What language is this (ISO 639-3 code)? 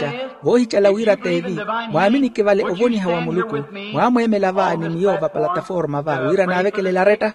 vmw